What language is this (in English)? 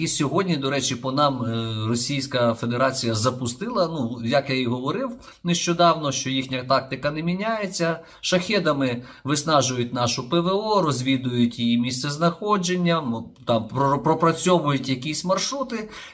Ukrainian